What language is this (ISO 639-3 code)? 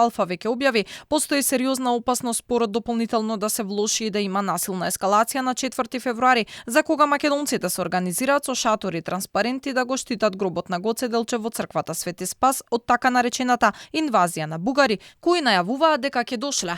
mkd